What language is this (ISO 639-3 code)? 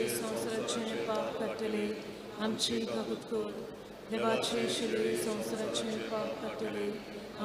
kok